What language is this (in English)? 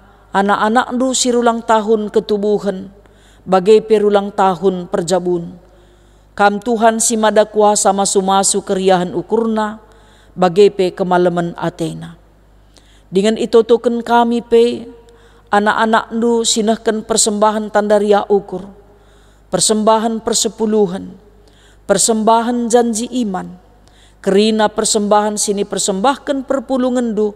Batak Karo